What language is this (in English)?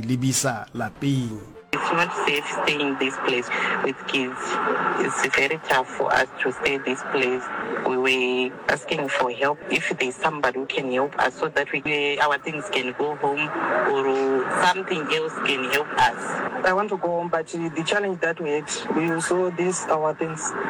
Southern Sotho